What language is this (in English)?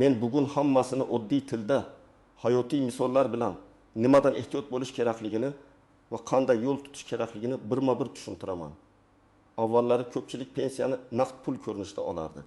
Uzbek